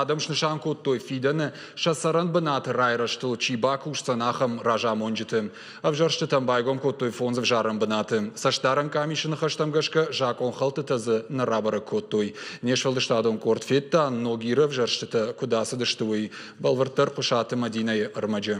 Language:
Ossetic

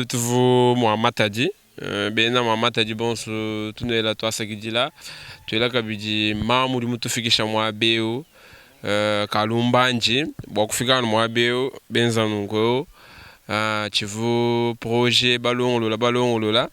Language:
Luba-Lulua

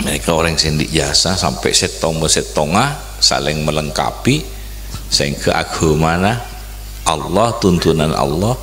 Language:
Madurese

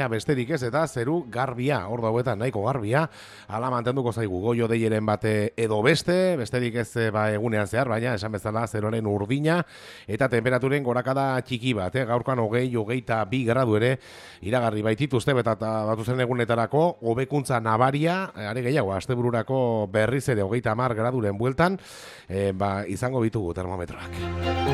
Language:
Basque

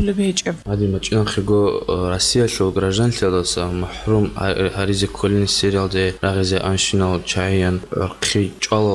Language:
Avaric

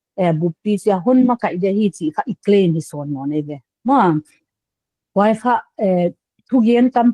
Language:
Paite Chin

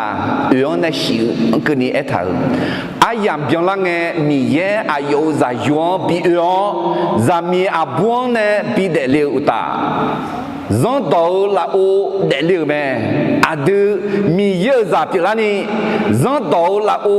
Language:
Akha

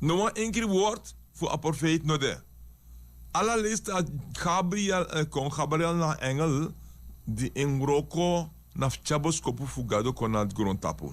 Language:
Sranan Tongo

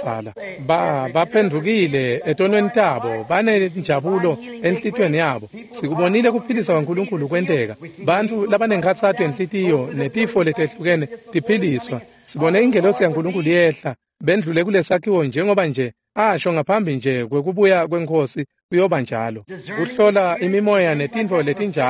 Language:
Swati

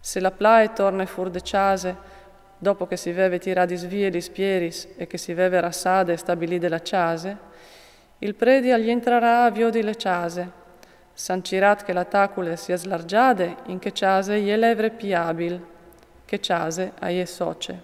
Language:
Friulian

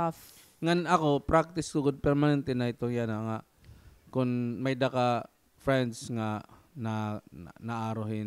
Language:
Waray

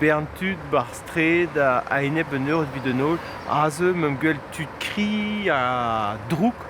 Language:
Breton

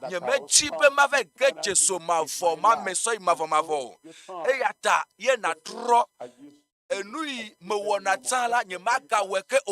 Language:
Ewe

